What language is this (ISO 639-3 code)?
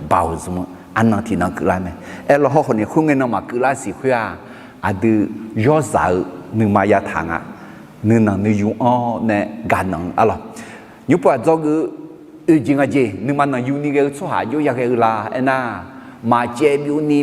ahk